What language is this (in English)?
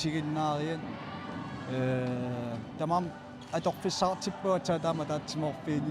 Kalaallisut